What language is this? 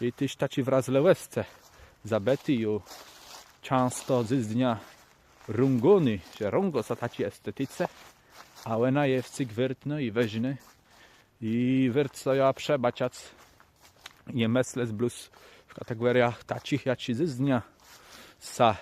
Kashubian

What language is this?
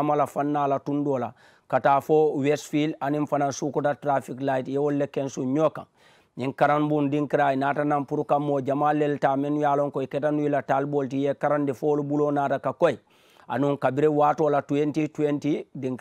Mandingo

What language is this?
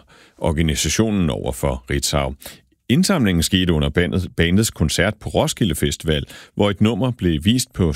Danish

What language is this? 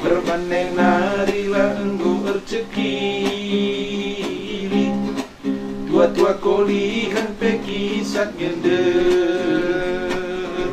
Batak Karo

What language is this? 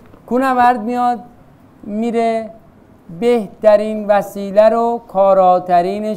Persian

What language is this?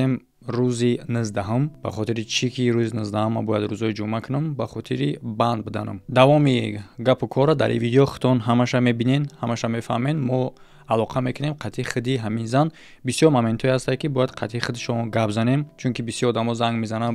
Tajik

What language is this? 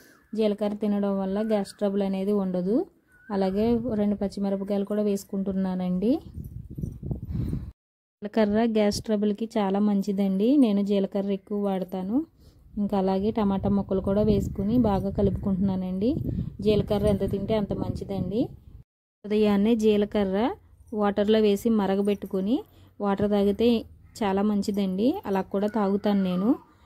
Telugu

